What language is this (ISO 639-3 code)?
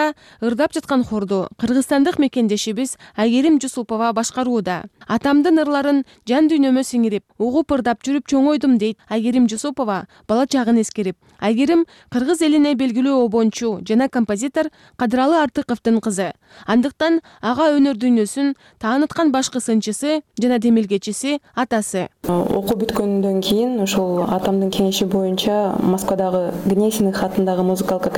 kir